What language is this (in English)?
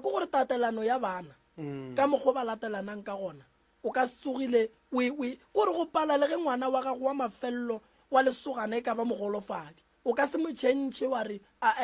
Northern Sotho